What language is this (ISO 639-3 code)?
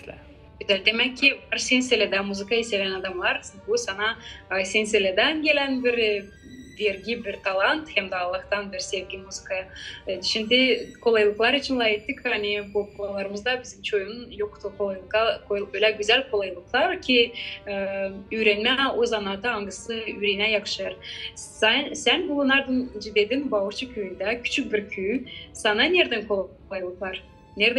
gag